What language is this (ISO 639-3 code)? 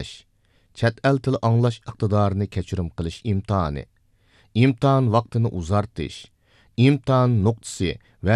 uig